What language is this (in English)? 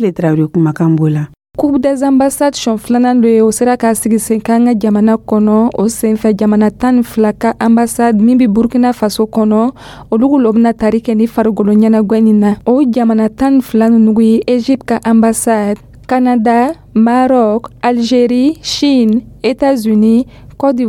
Dyula